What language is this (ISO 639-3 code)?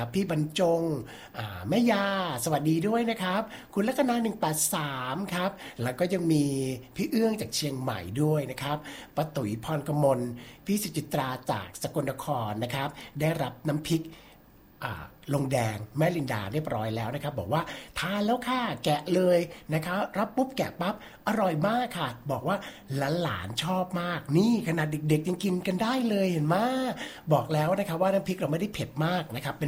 tha